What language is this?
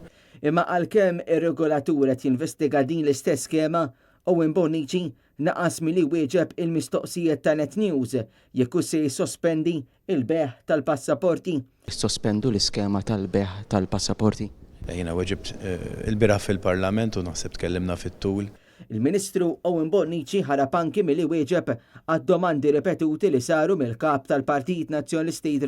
Maltese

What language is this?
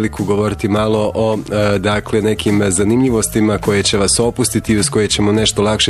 Bosnian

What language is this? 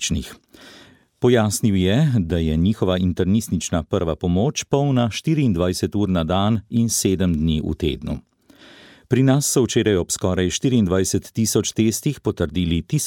Slovenian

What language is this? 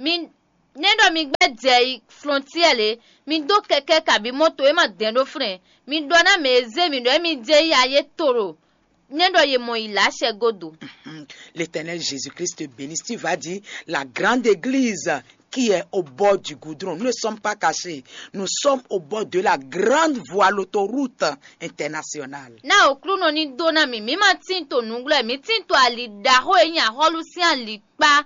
Fon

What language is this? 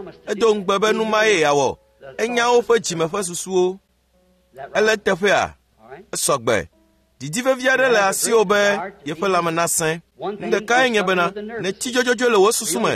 Ewe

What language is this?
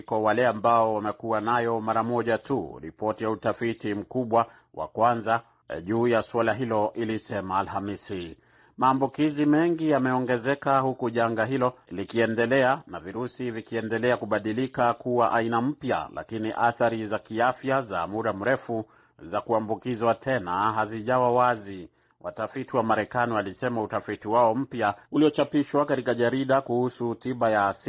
Swahili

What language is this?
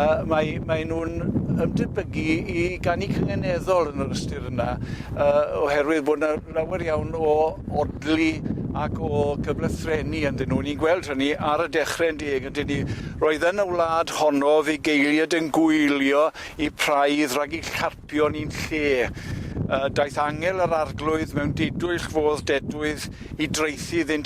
Welsh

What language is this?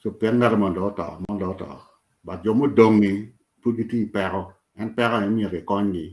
Acoli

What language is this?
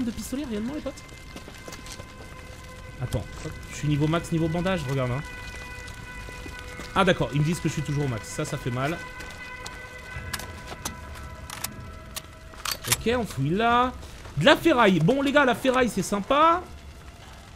French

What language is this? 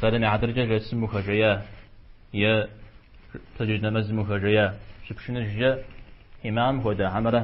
Kabardian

